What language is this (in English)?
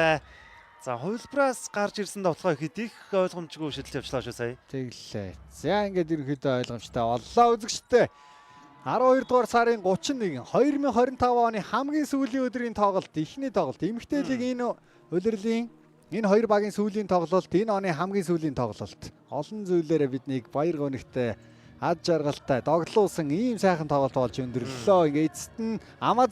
Mongolian